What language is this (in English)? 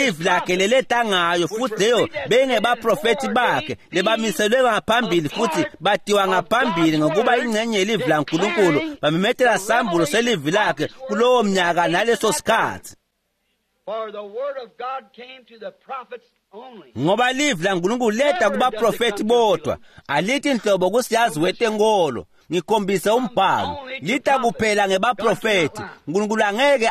Swati